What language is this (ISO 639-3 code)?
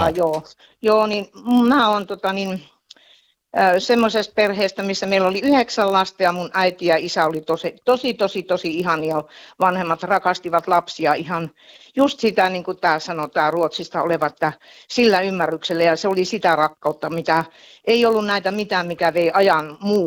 fin